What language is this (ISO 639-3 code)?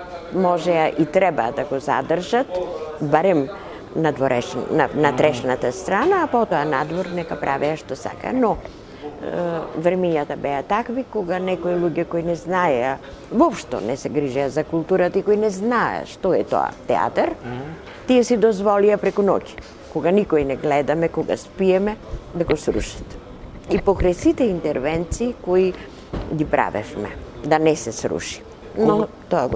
mkd